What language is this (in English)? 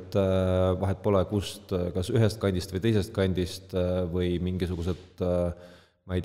Estonian